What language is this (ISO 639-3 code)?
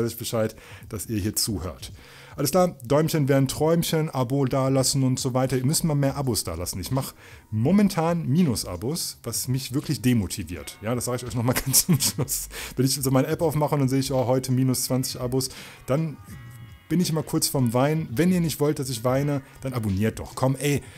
deu